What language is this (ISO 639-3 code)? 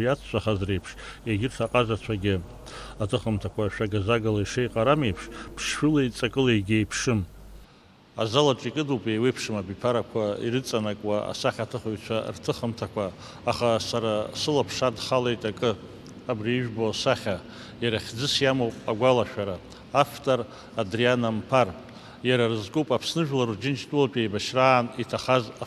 abk